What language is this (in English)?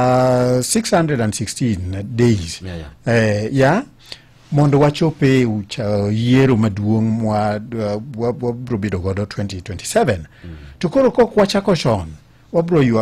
Luo (Kenya and Tanzania)